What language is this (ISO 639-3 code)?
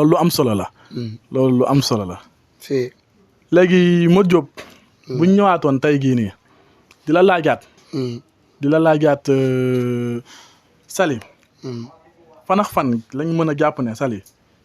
wol